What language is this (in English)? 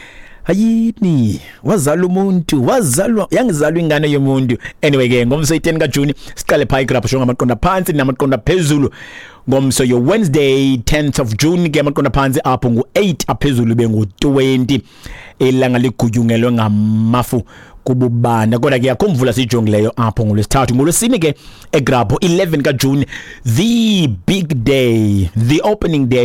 Xhosa